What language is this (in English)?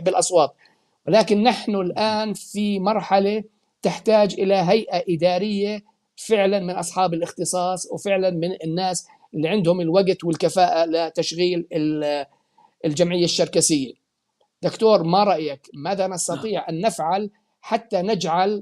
North Levantine Arabic